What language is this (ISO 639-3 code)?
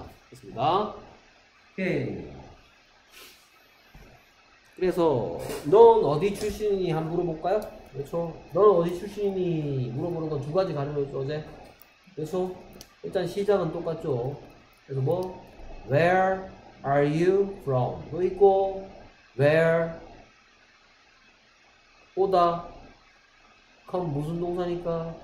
kor